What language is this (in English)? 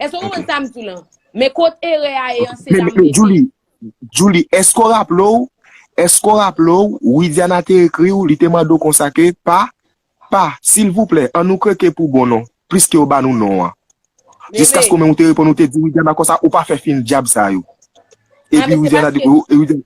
Haitian Creole